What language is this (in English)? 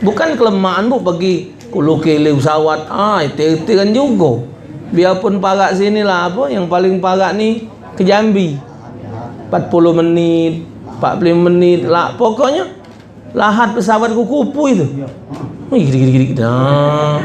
Musi